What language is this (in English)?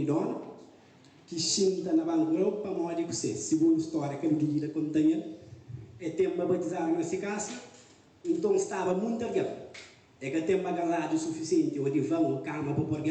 Kabuverdianu